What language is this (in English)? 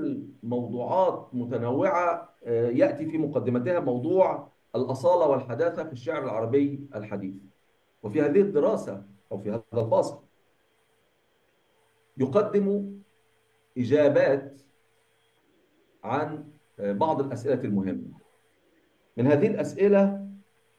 Arabic